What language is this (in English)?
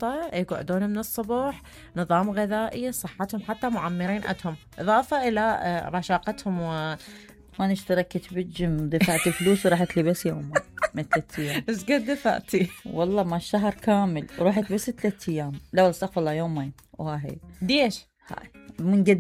Mesopotamian Arabic